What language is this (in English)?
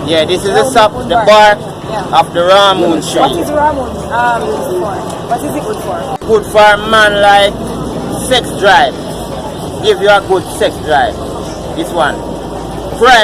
Jamaican Creole English